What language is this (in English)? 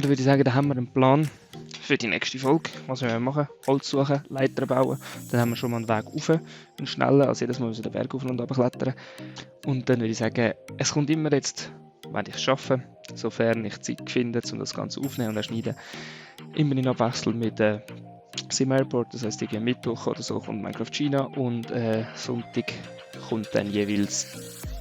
Swiss German